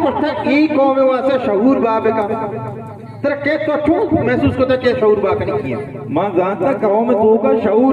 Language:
Baluchi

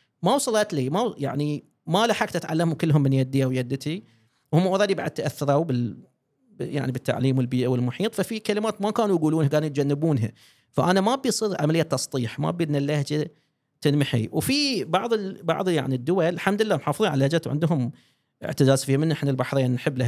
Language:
Gulf Arabic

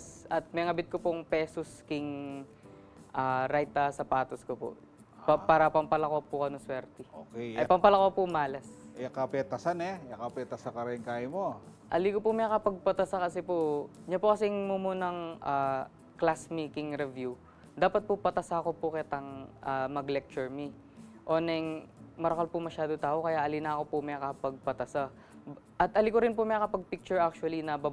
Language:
Pampanga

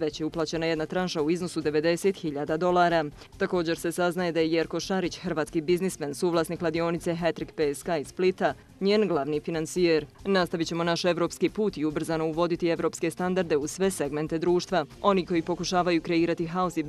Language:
Bosnian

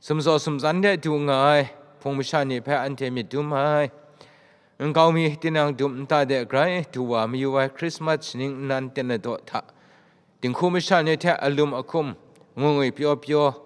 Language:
Kachin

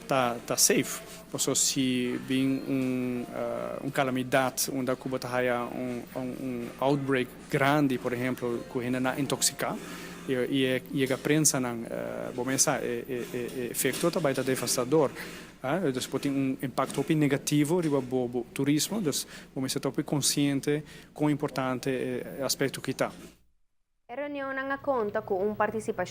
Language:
Papiamento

